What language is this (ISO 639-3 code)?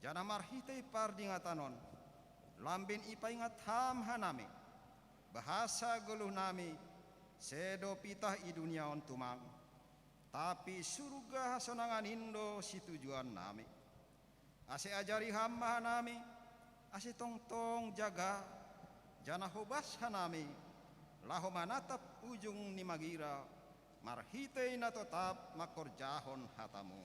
bts